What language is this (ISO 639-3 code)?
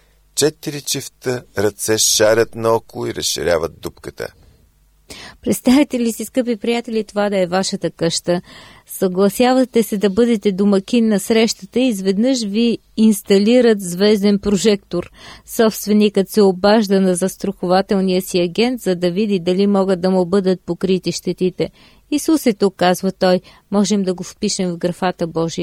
bul